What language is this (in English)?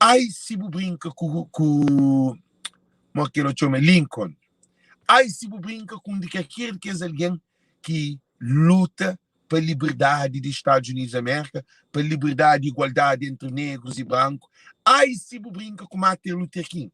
Kabuverdianu